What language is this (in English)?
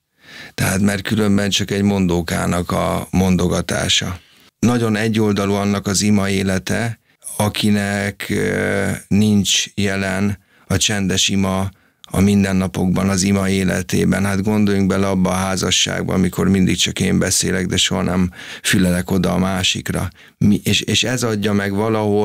Hungarian